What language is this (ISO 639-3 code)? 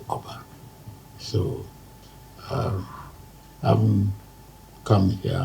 pcm